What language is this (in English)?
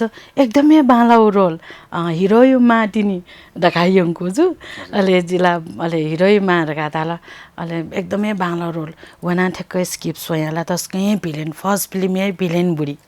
Newari